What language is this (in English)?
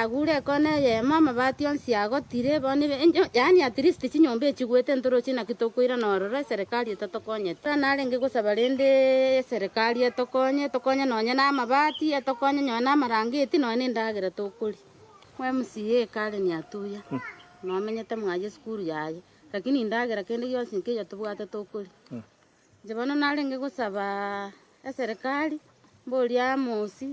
Gusii